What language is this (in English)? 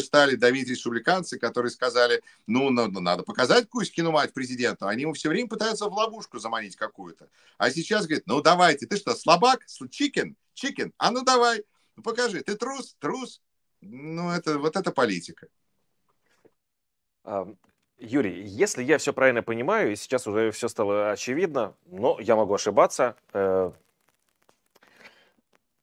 Russian